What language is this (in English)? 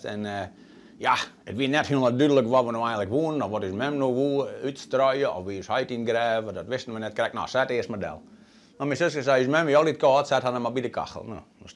Western Frisian